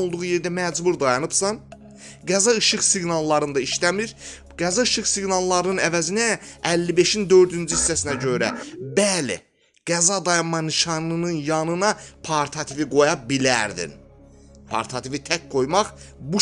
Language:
Azerbaijani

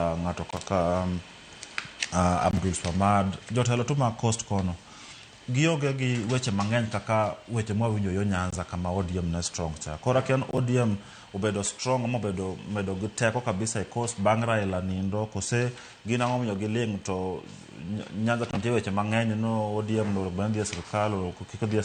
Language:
Luo (Kenya and Tanzania)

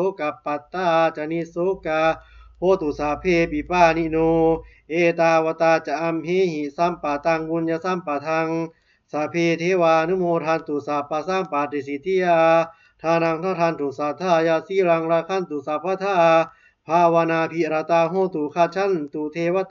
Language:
Pali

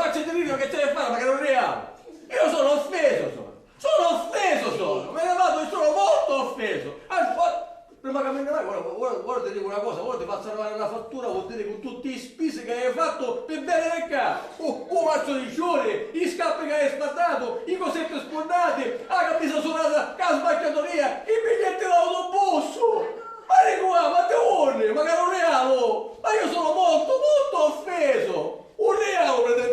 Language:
Sicilian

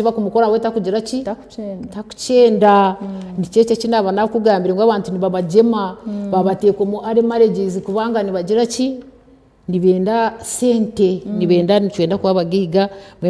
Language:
Nyankole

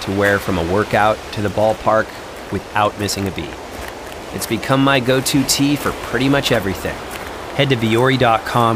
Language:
English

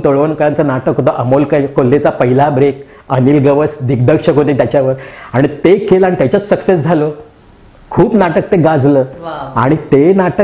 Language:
Marathi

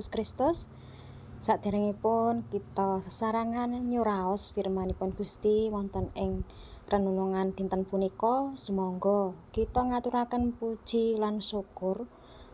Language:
Javanese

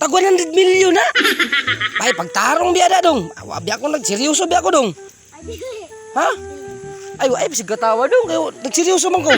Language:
Cebuano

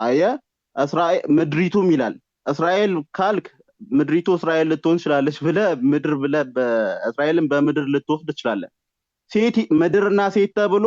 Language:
Amharic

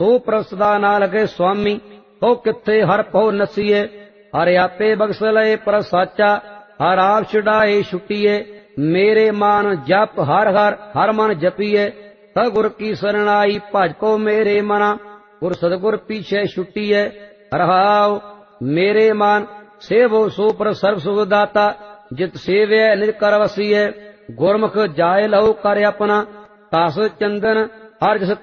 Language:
Punjabi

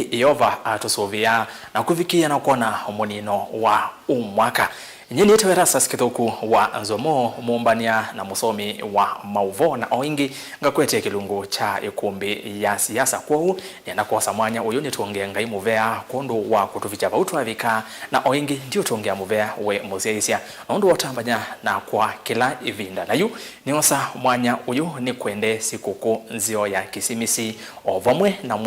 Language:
Kamba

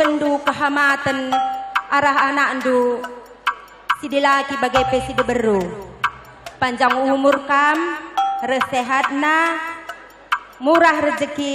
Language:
Batak Karo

